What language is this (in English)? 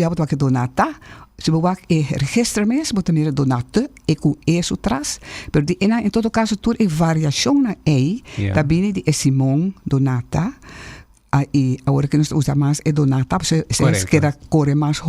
Papiamento